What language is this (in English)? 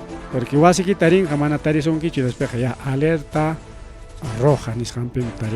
Ayacucho Quechua